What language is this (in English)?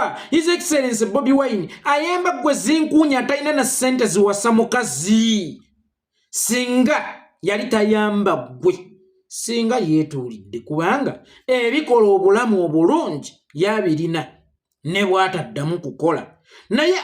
Ganda